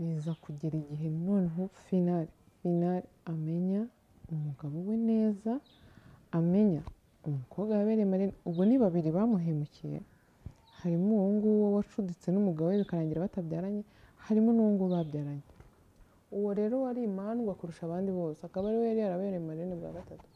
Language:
Kinyarwanda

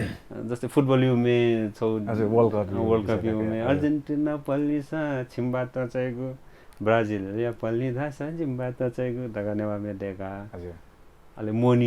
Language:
Newari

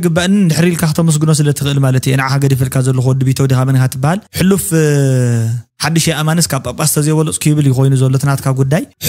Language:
Tigrinya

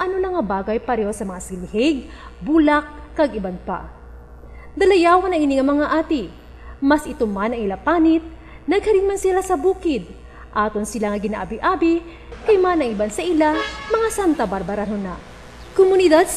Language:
Hiligaynon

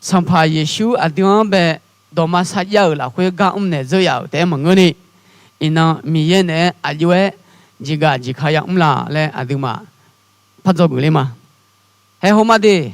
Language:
Akha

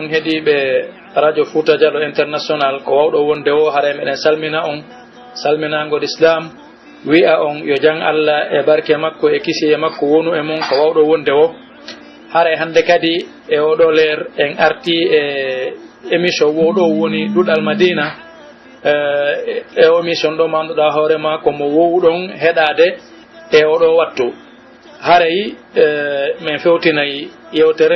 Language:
Pular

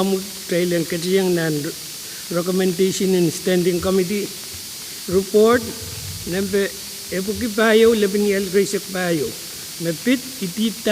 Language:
Pohnpeian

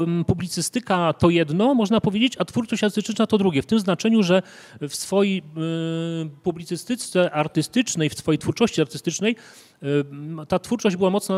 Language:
Polish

